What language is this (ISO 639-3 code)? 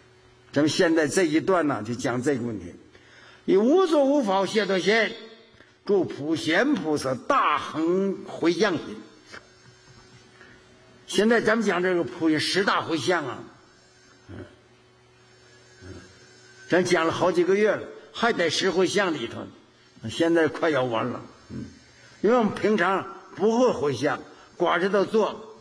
zho